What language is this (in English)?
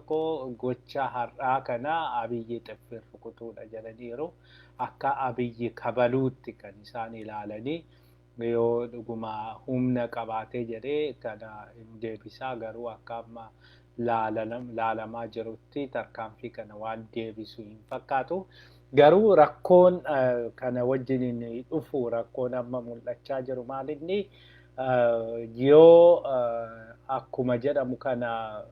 Oromo